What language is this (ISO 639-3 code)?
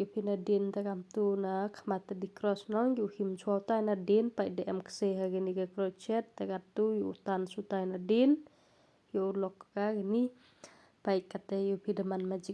kha